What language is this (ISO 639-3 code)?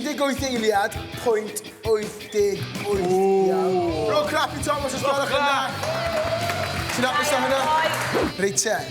cym